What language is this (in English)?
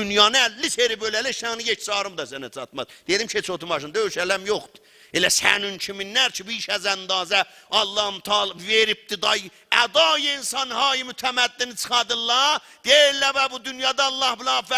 South Azerbaijani